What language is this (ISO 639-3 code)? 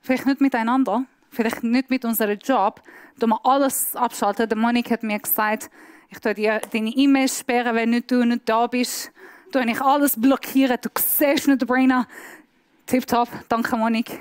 gsw